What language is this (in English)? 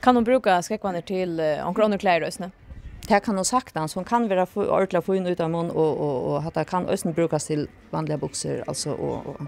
Faroese